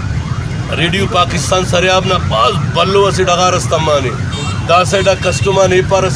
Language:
Brahui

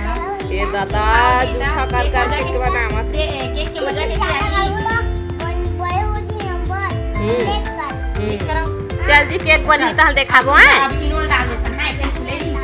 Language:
Chhattisgarhi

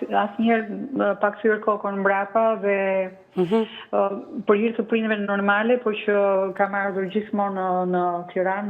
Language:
Albanian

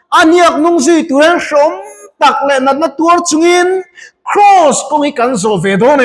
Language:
Mizo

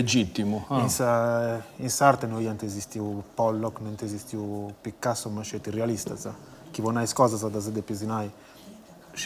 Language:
Sardinian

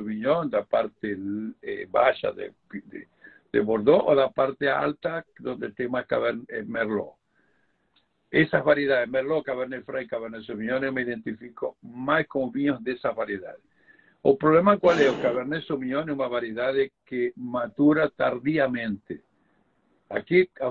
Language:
Portuguese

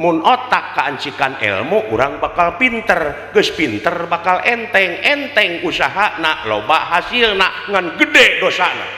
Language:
Sundanese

